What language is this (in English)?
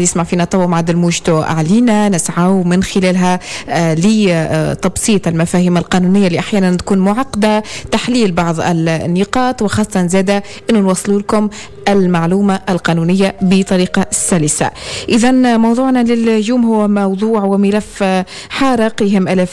Tunisian Arabic